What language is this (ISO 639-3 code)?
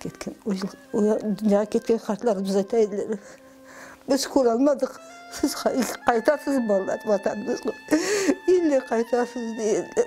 crh